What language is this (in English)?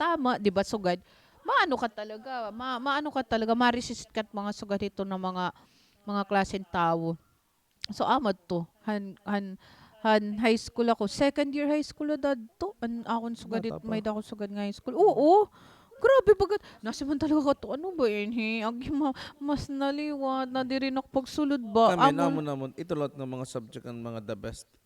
Waray